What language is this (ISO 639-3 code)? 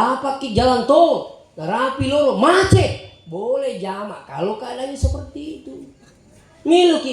bug